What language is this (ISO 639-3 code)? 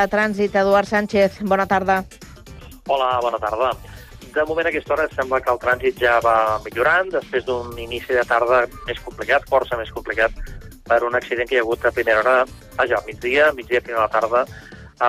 cat